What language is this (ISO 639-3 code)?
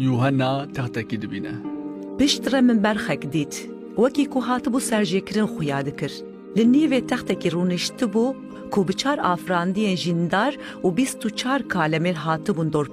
kur